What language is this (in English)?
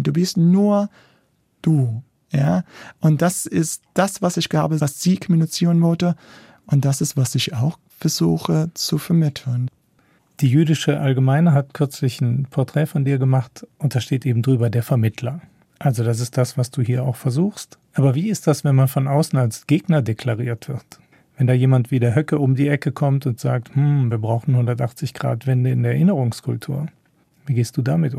German